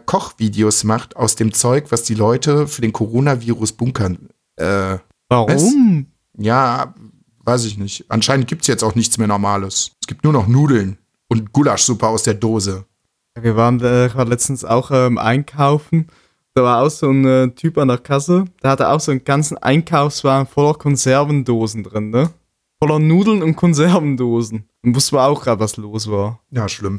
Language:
German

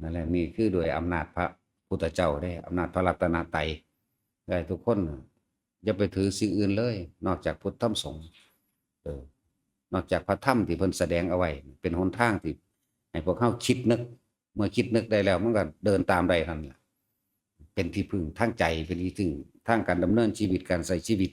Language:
Northeastern Thai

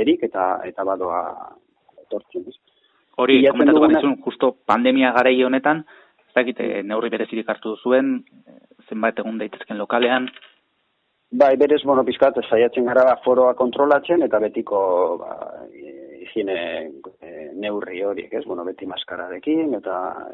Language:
Basque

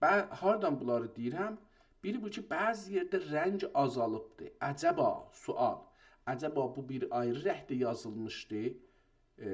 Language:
South Azerbaijani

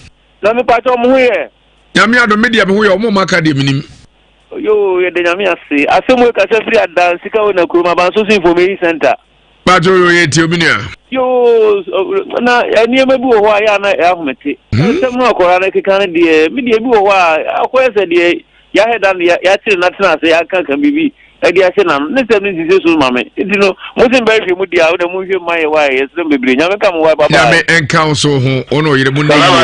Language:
Akan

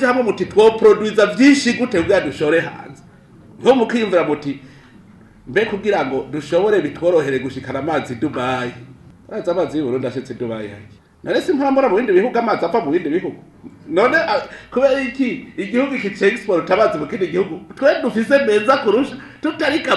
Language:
Rundi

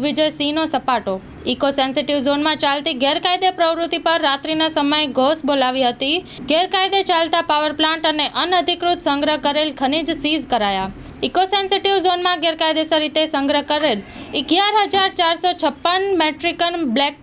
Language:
Gujarati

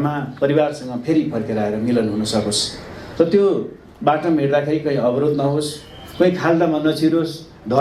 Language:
Nepali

